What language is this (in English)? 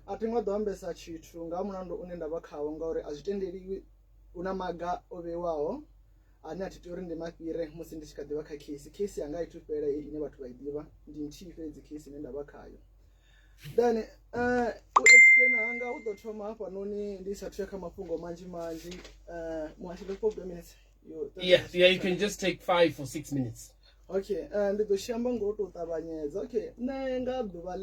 Venda